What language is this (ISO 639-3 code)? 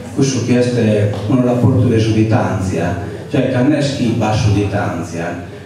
srd